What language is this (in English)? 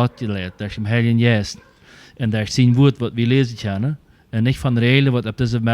Plautdietsch